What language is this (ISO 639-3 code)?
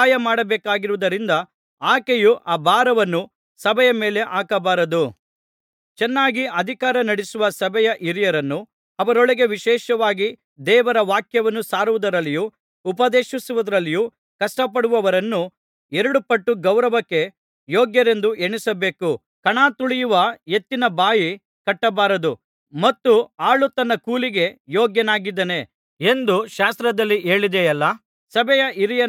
kan